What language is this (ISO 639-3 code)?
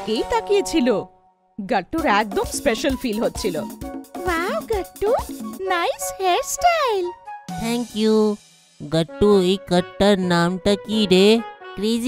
ben